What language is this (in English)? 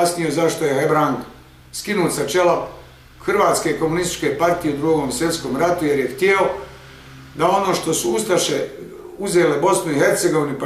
Bosnian